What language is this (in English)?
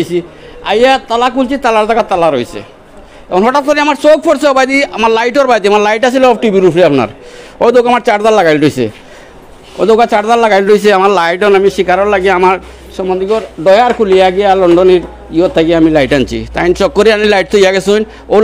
Sylheti